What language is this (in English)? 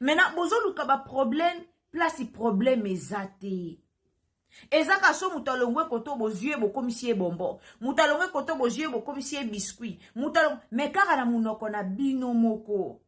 Lingala